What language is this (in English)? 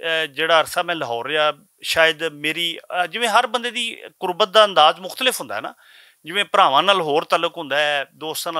Western Panjabi